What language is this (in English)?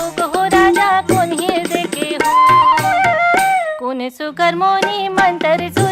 Chhattisgarhi